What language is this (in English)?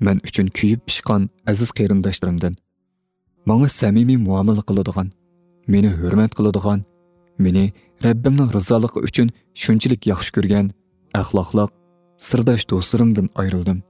Uyghur